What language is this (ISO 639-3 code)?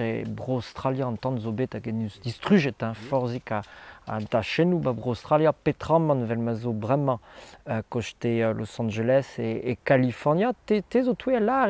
bre